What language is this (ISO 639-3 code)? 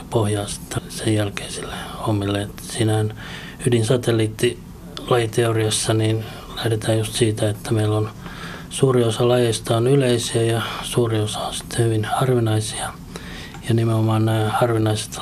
fin